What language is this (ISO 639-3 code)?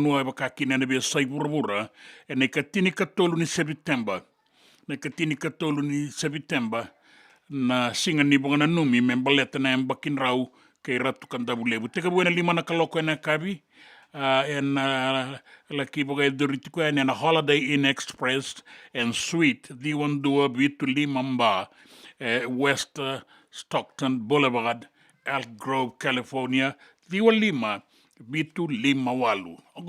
fij